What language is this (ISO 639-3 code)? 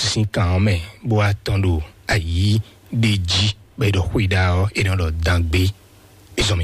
fon